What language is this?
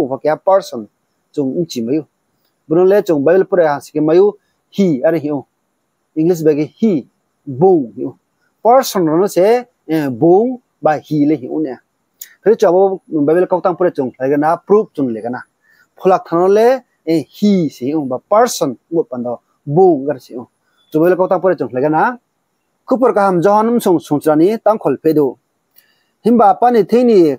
Riang (India)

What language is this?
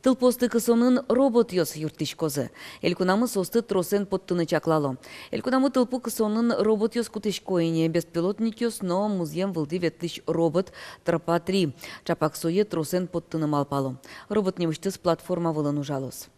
Udmurt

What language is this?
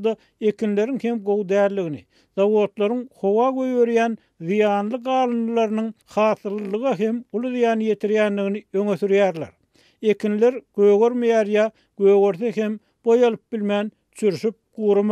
Turkmen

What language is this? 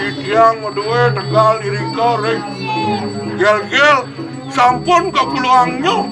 Balinese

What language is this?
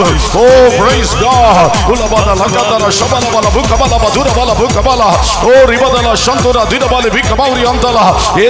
Tamil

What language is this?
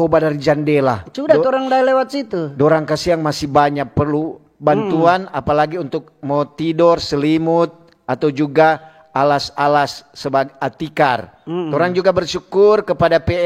Manado Malay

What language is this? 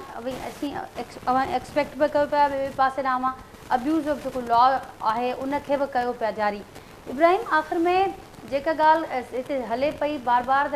Sindhi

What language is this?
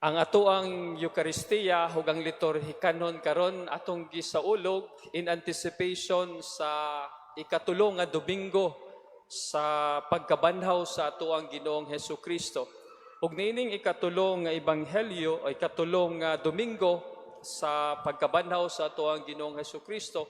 Cebuano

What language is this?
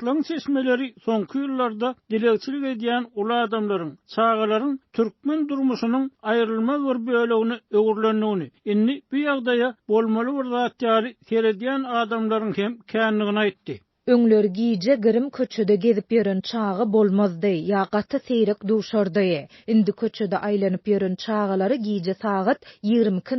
Turkmen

